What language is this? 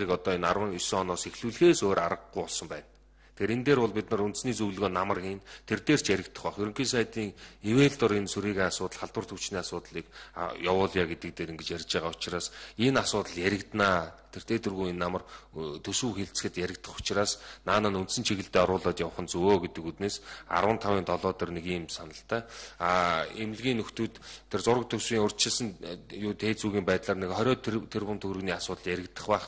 Mongolian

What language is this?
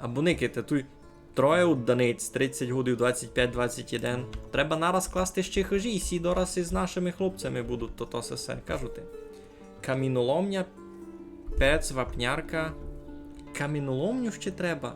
Rusyn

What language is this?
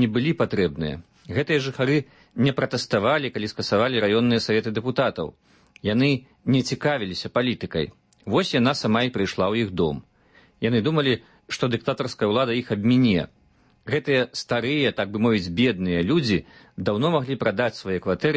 Belarusian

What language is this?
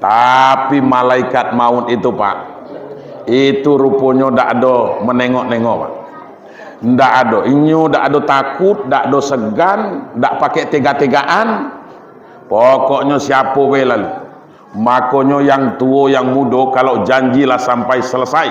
Minangkabau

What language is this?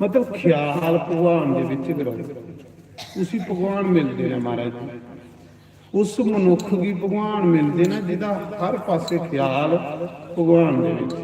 Dogri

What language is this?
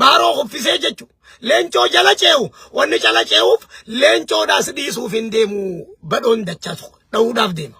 Oromo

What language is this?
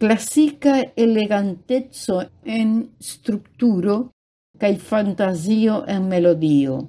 Esperanto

